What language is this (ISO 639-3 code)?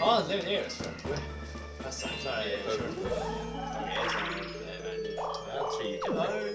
fao